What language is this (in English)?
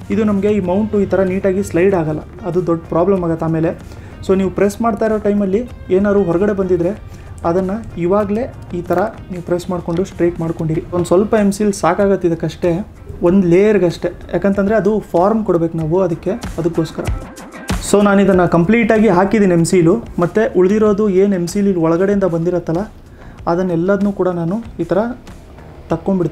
Kannada